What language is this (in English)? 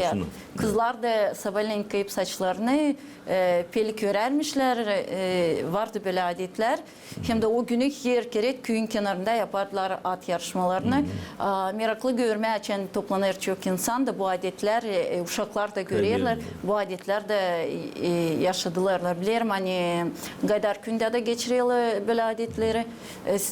Gagauz